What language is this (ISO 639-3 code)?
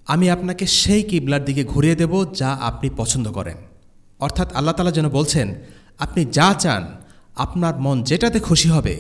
ben